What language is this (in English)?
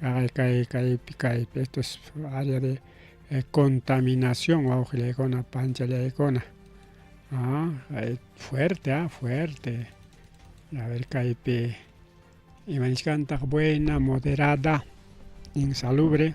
Ayacucho Quechua